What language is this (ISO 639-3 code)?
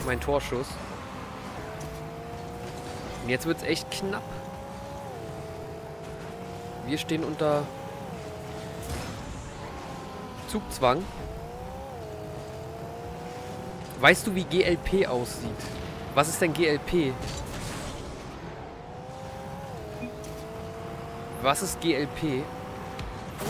deu